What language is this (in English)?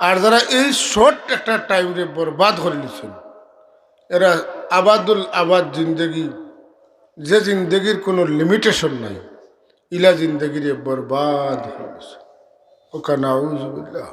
Sylheti